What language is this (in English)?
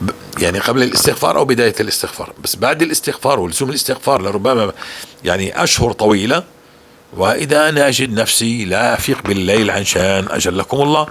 North Levantine Arabic